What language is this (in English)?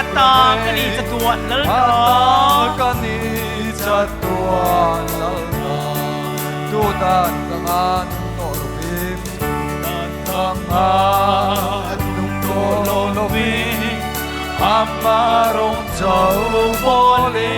Mizo